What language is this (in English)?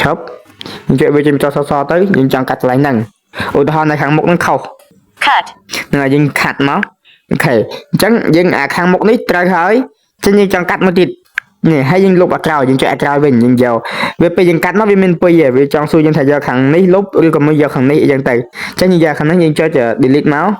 Khmer